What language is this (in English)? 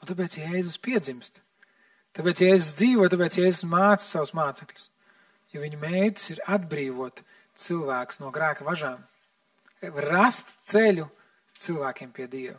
Latvian